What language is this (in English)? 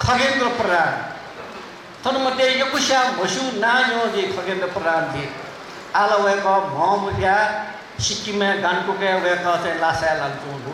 Newari